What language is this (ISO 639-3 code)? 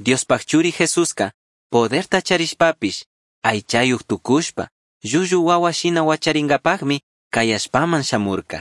qug